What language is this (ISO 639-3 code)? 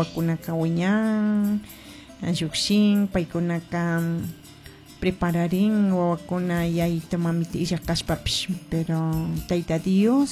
qug